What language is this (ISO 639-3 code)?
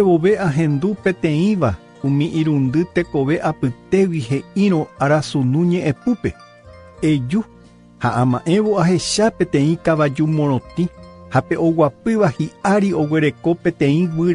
grn